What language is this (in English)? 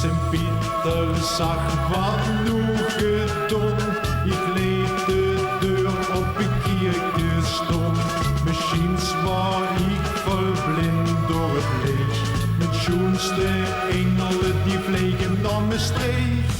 Limburgish